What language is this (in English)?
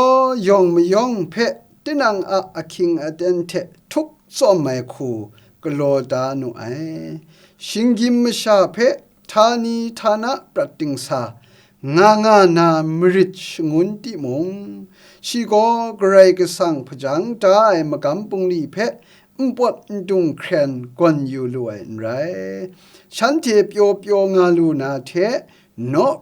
Kachin